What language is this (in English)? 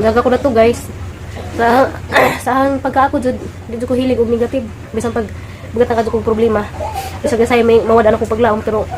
Cebuano